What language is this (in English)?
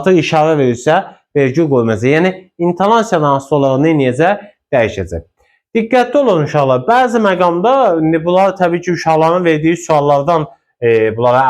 Azerbaijani